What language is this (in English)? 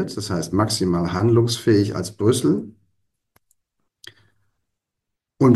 German